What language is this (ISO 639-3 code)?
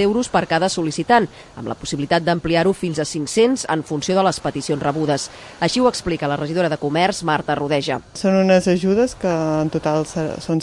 cat